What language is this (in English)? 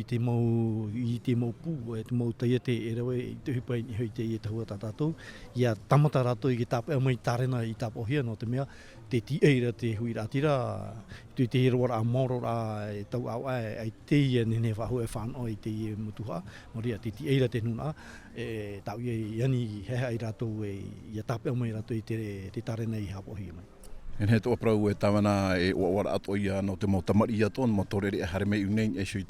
Tahitian